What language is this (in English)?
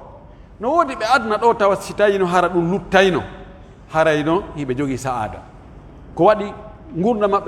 Pular